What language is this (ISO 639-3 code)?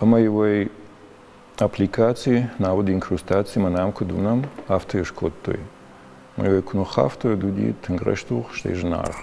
oss